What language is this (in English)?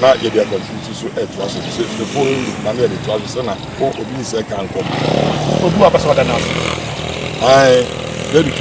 Akan